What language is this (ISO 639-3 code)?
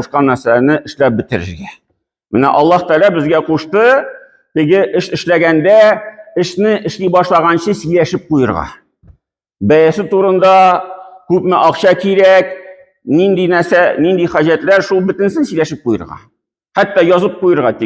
tat